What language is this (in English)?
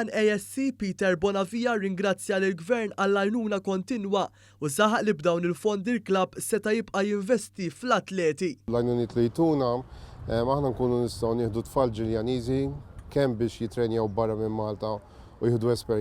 Maltese